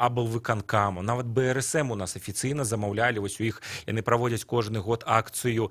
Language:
Belarusian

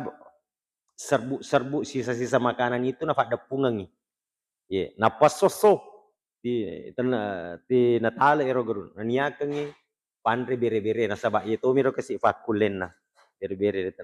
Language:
Buginese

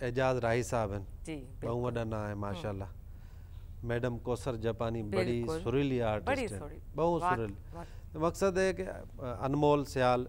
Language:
Saraiki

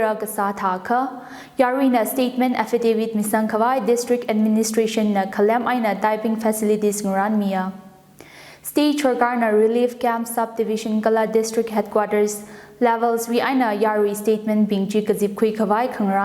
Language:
Tangkhul Naga (India)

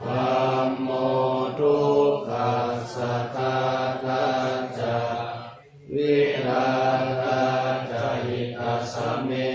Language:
Pali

